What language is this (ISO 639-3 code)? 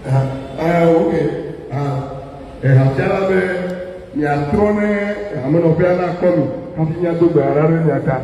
ewe